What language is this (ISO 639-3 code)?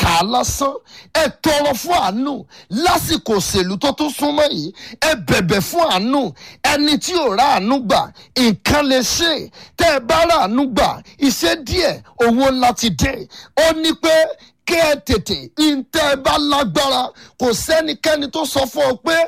yor